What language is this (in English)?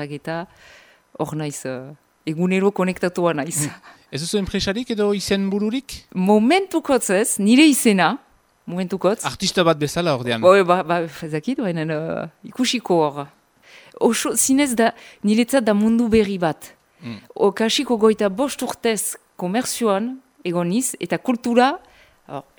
Basque